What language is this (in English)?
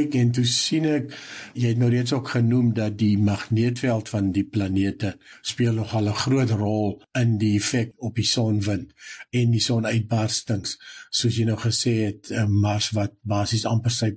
Afrikaans